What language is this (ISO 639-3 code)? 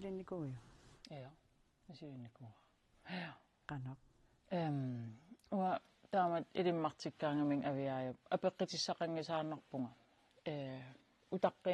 kal